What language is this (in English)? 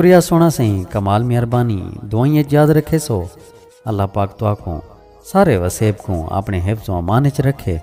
Saraiki